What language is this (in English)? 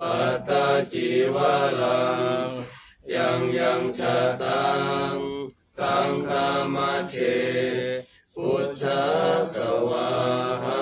Pali